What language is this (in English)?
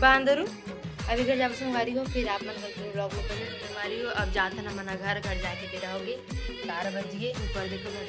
Chhattisgarhi